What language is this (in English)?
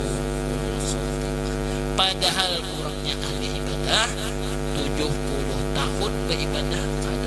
Banjar